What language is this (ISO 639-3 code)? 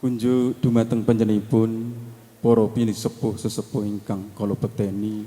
jav